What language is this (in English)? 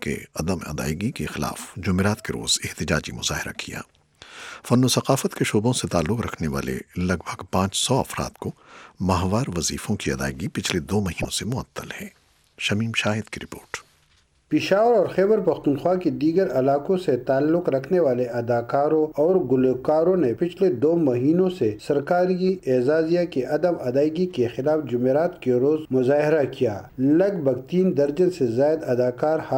Urdu